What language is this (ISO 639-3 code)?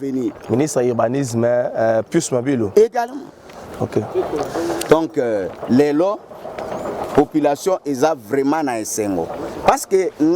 lin